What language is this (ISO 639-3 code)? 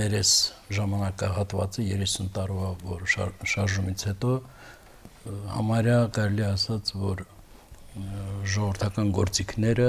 hye